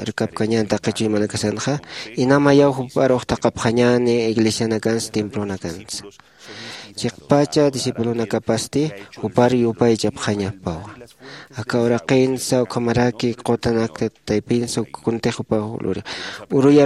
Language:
Aymara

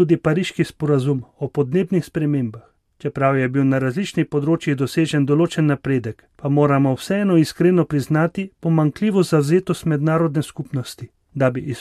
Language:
Slovenian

